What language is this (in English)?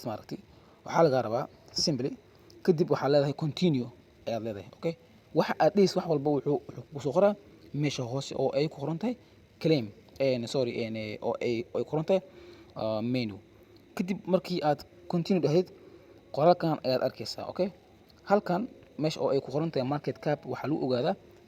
Somali